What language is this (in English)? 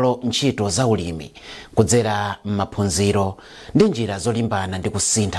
Nyanja